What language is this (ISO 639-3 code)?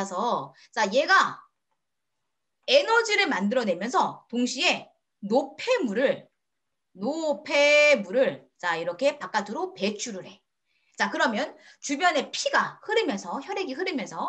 kor